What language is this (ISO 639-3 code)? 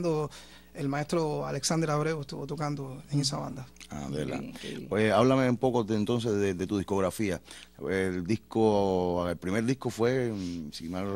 spa